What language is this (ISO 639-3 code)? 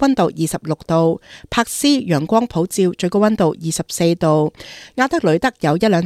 yue